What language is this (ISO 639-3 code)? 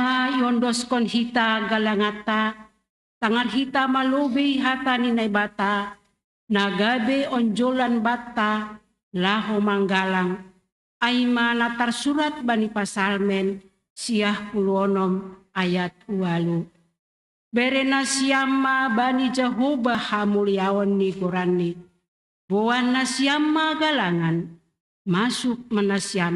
bts